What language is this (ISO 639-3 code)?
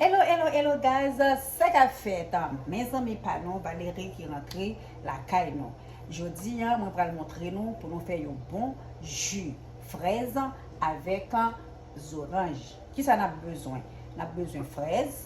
hat